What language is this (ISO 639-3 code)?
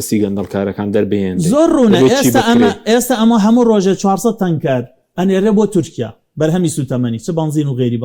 ckb